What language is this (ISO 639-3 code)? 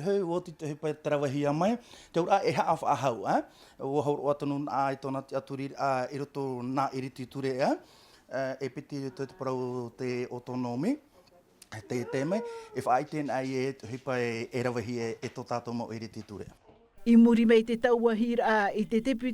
tah